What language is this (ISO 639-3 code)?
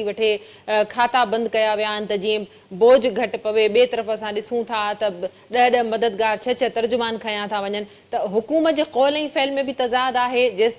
snd